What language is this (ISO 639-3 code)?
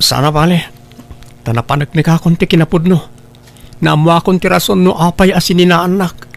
ilo